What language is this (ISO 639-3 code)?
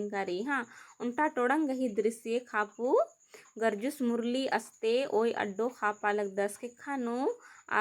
kru